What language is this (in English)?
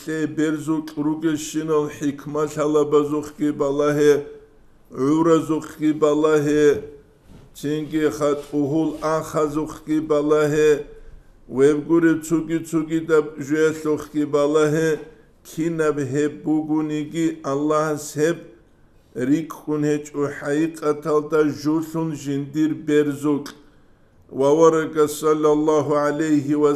Avaric